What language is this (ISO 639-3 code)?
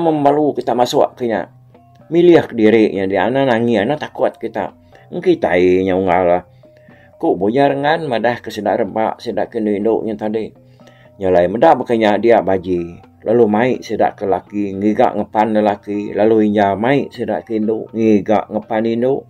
iba